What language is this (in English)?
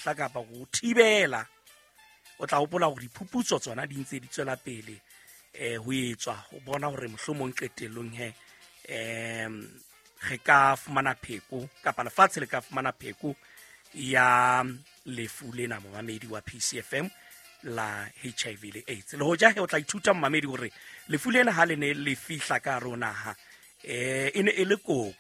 Southern Sotho